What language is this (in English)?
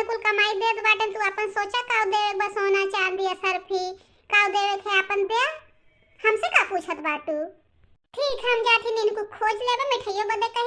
Bhojpuri